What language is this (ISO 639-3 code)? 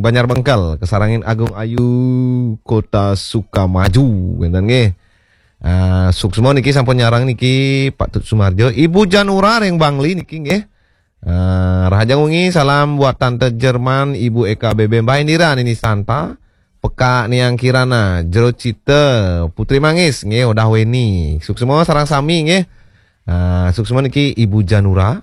ban